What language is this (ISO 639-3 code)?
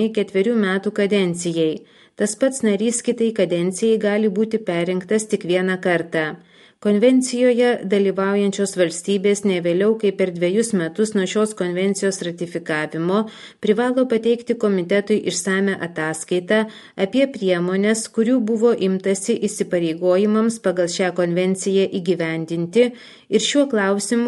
lit